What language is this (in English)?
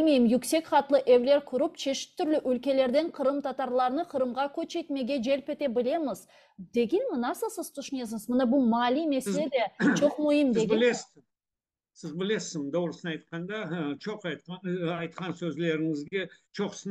Crimean Tatar